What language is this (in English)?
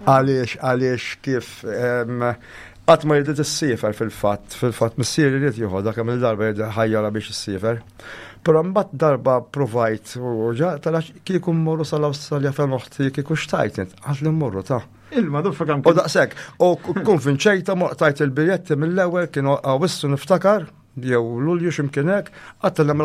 Maltese